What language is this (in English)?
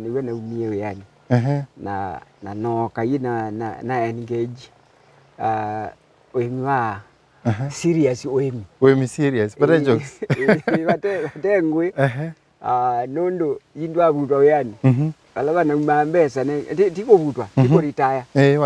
Kamba